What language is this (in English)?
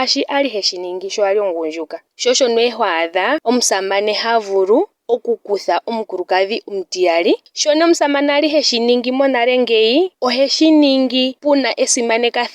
Ndonga